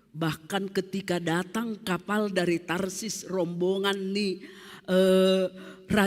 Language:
Batak Simalungun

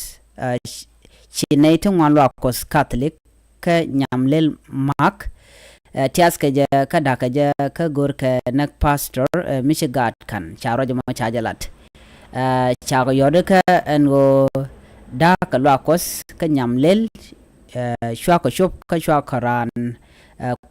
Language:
Nuer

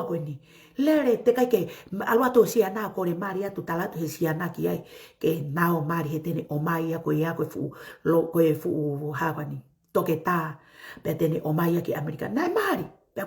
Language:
Tongan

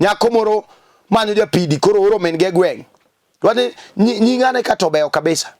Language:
Luo (Kenya and Tanzania)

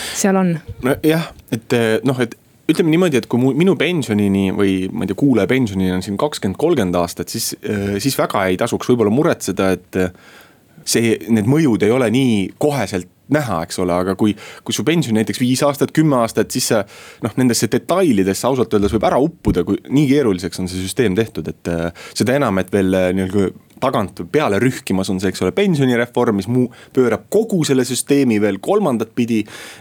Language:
Estonian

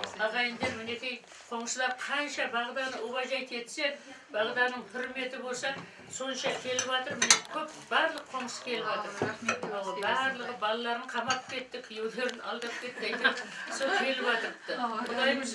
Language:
Kara-Kalpak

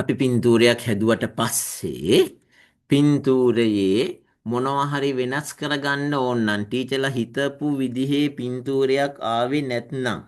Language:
Sinhala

